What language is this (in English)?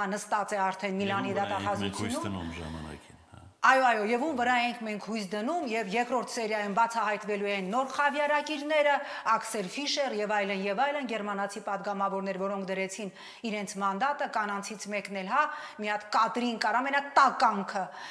Armenian